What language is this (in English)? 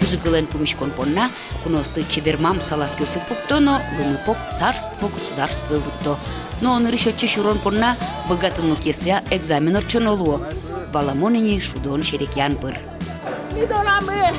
Udmurt